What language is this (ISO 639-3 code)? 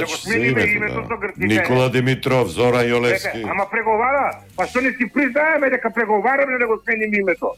mkd